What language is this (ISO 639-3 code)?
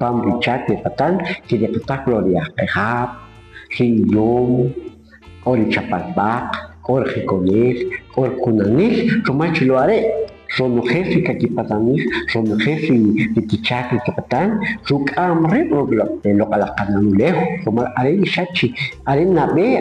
quc